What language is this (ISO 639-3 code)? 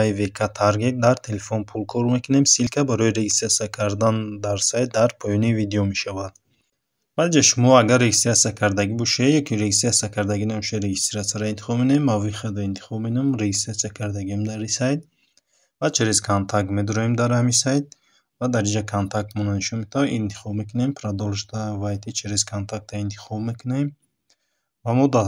tgk